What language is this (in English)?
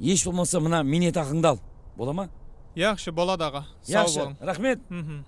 Kara-Kalpak